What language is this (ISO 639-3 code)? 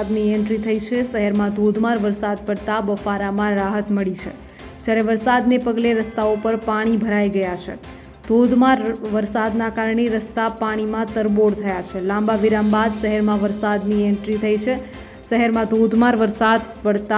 guj